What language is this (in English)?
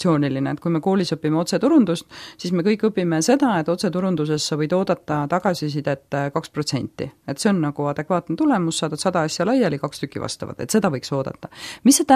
Estonian